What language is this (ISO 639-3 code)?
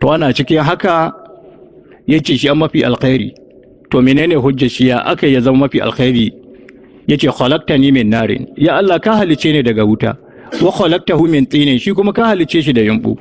hau